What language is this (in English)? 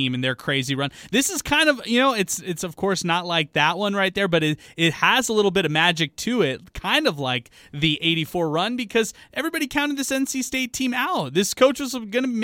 English